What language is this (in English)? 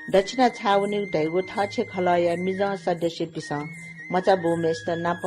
Newari